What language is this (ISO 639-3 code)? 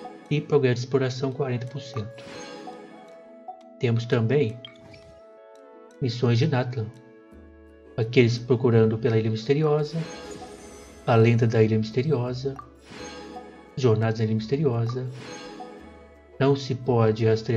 por